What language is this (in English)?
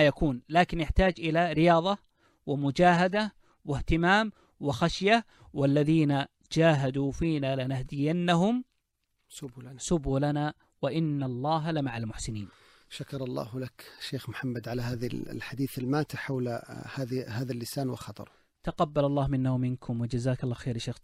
Arabic